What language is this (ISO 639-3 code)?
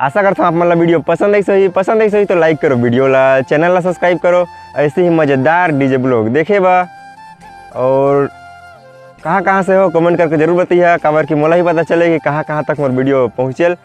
hne